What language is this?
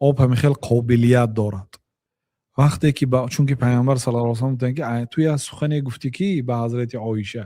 Tajik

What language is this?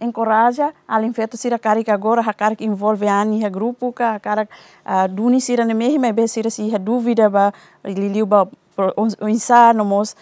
Tetum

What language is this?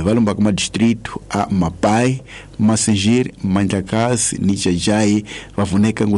Tsonga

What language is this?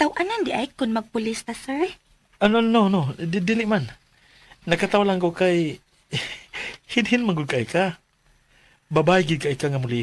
Cebuano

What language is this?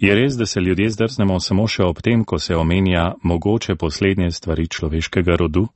Slovenian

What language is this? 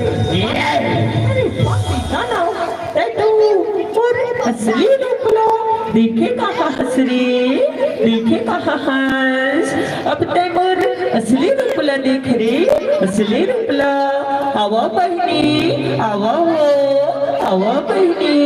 Chhattisgarhi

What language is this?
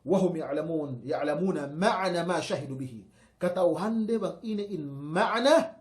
Yakan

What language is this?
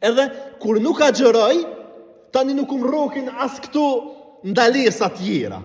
Albanian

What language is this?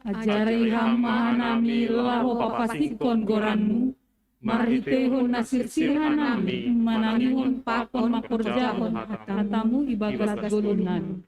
Batak Simalungun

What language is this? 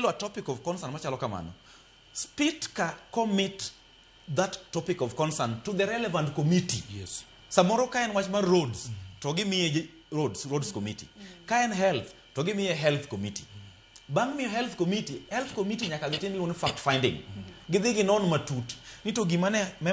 Luo (Kenya and Tanzania)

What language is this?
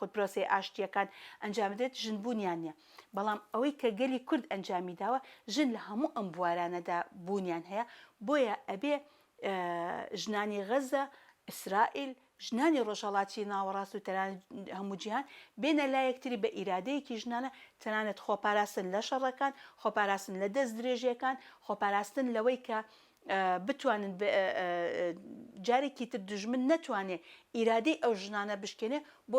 Central Kurdish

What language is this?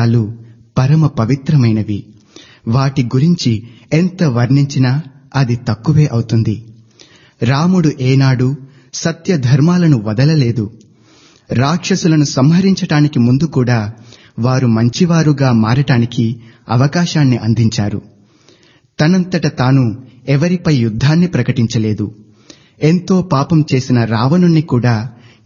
Telugu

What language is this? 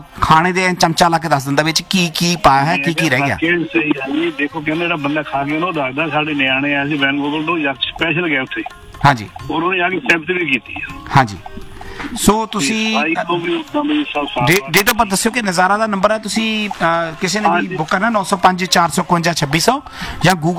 Punjabi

